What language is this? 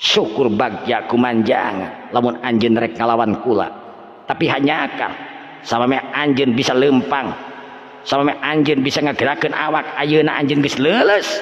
Sundanese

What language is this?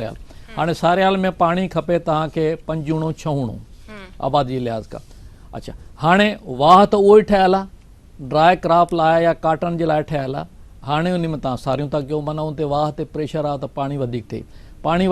Sindhi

